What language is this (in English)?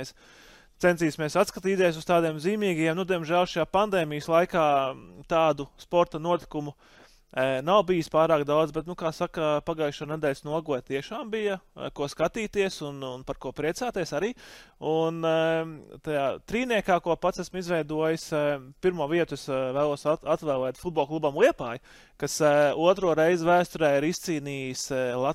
Latvian